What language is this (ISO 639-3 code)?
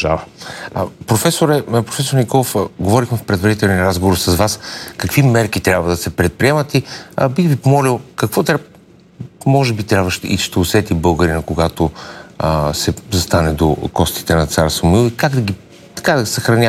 bul